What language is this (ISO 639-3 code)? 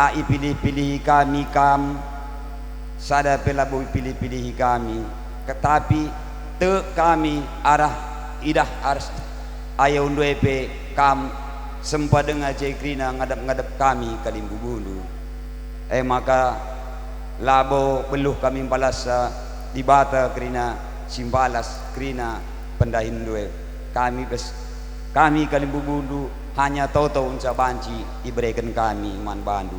btx